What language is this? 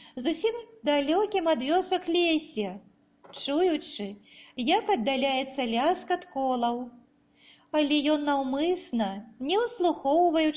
Belarusian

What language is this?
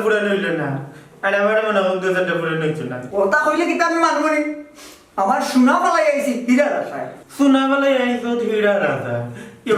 Sylheti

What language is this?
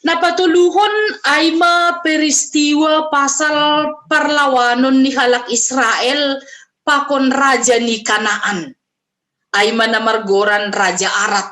Batak Simalungun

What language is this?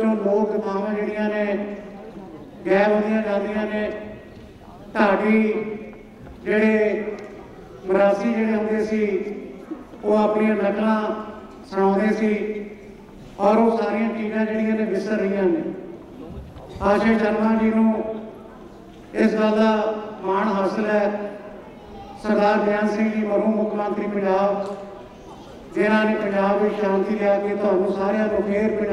Punjabi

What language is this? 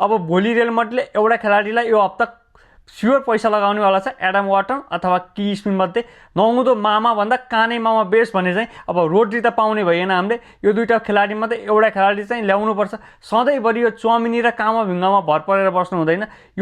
Nepali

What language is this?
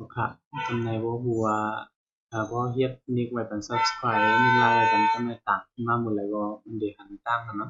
Shan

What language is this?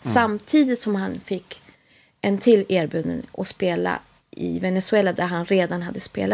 Swedish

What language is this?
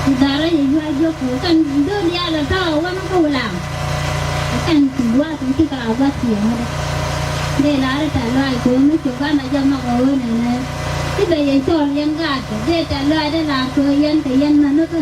Nuer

